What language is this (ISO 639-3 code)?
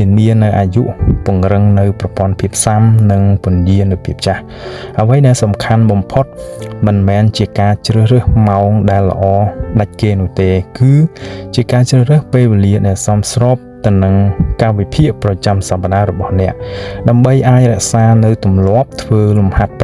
khm